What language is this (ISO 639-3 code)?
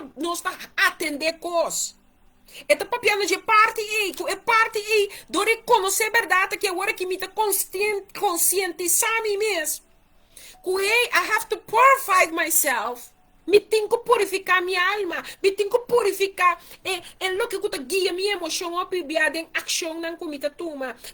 pap